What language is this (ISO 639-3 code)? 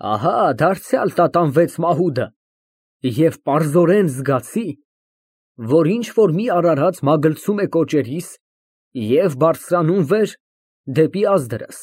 hye